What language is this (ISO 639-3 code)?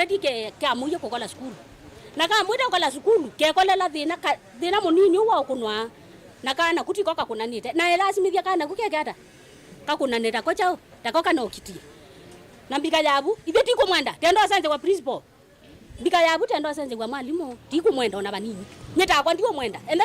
kam